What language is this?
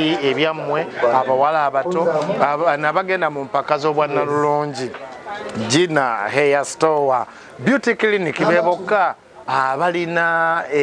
Ganda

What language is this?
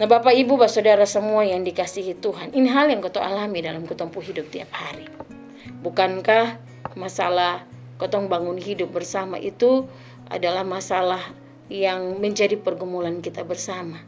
Kupang Malay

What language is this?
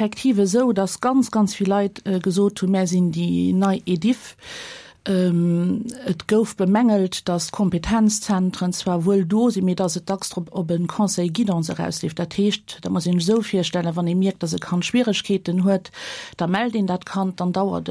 Luxembourgish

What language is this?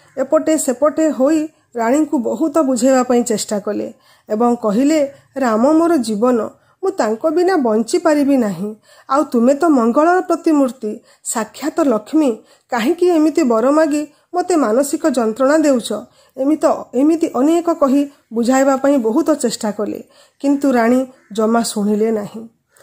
Odia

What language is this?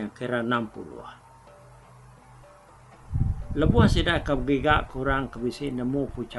Iban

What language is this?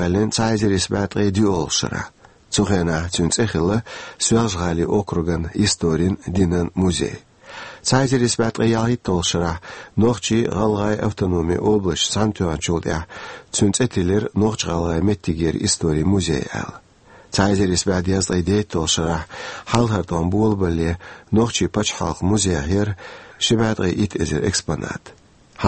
Chechen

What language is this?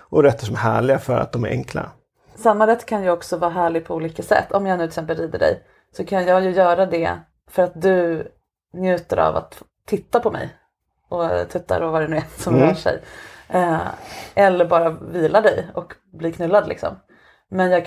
Swedish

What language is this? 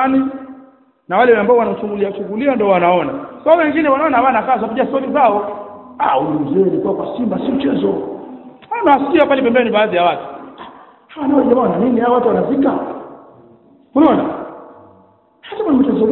Swahili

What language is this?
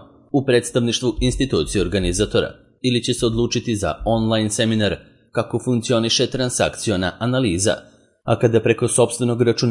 Serbian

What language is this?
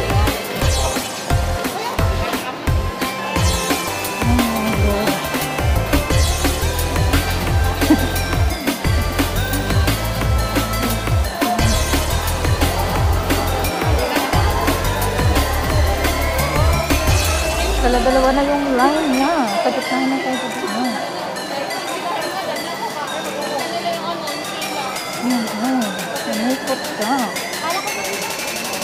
Filipino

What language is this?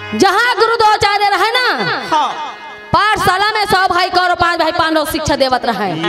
Chhattisgarhi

